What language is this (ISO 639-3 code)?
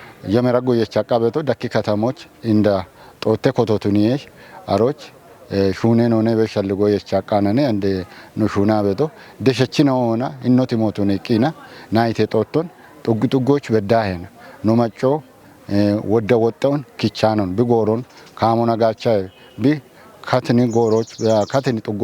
kbr